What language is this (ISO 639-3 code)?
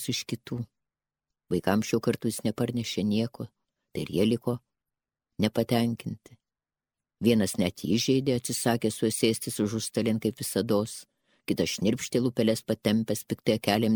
lit